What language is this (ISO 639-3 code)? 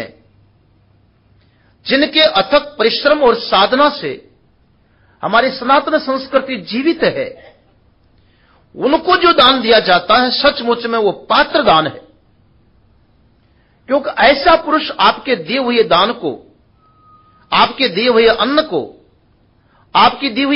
hin